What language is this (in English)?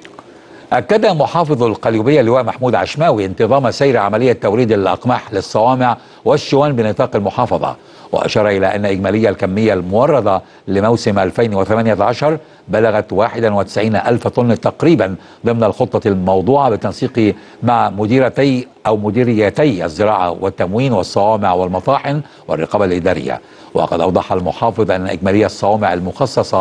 Arabic